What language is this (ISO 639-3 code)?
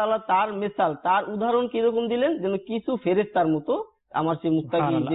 ben